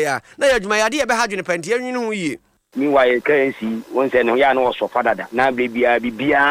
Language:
Akan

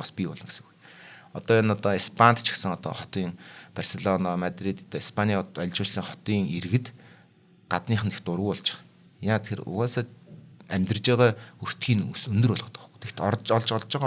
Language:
Mongolian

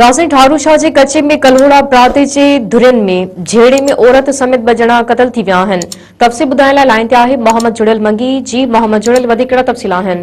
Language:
Sindhi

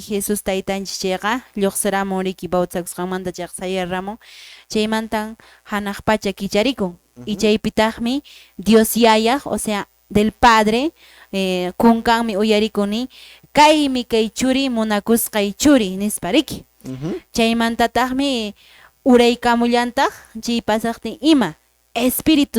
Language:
Quechua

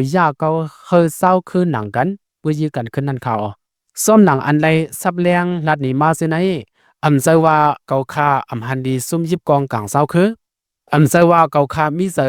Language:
Lao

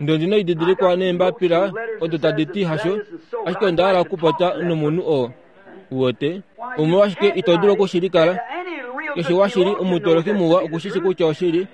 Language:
Kuanyama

